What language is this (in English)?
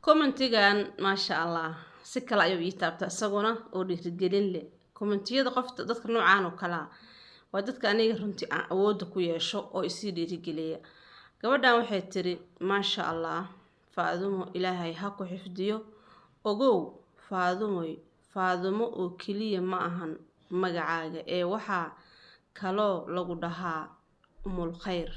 Somali